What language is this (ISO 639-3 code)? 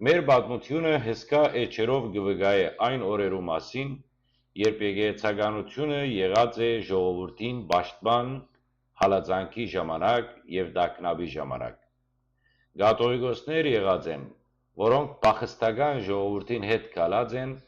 hyw